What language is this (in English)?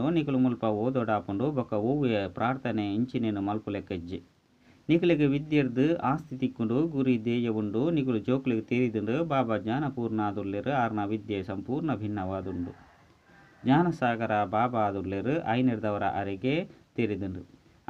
Tulu